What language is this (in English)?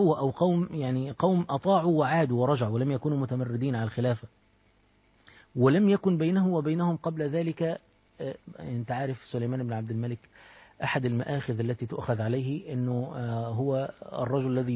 Arabic